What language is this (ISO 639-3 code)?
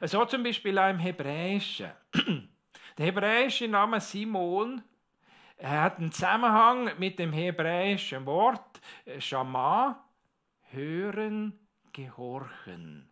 gsw